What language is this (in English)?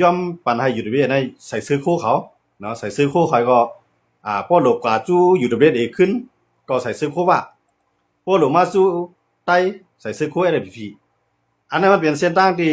Shan